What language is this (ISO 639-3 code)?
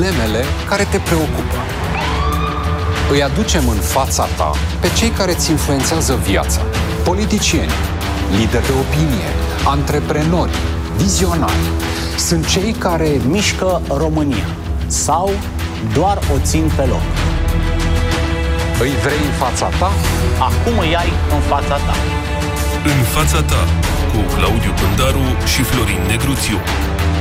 ron